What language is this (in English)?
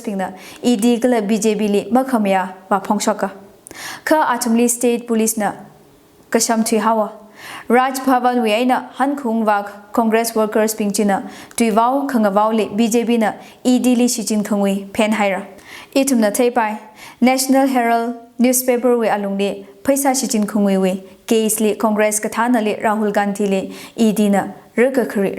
Tangkhul Naga (India)